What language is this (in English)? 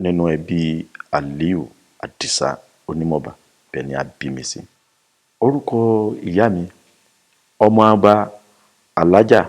Yoruba